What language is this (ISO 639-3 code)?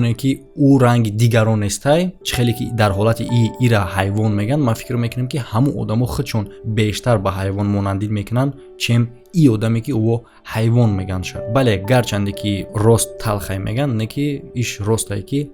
tgk